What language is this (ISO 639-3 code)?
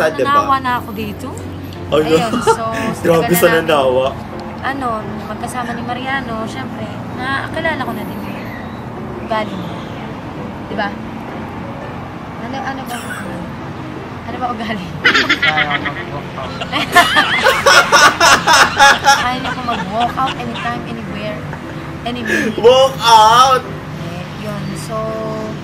fil